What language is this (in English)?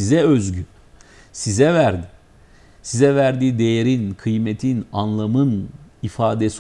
Turkish